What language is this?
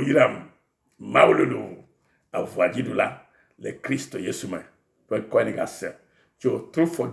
Ewe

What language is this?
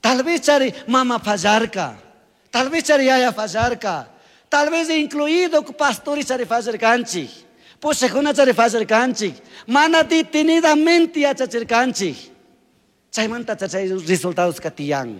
Chimborazo Highland Quichua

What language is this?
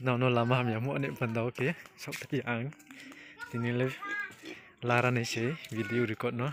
Riang (India)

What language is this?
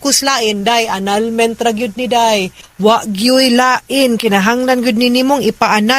Cebuano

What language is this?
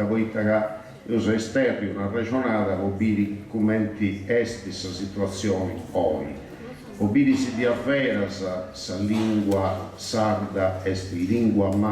Sardinian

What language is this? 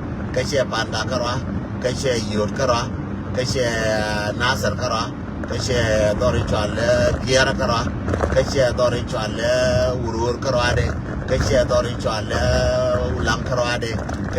Nuer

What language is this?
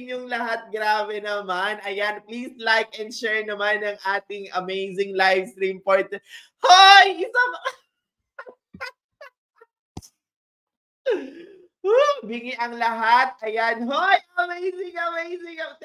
Filipino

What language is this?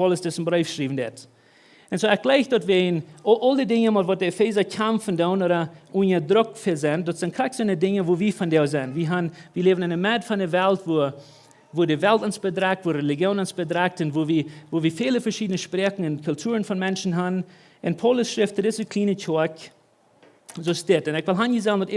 Plautdietsch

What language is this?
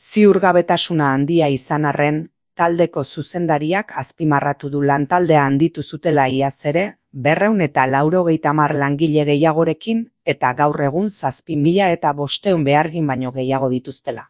Basque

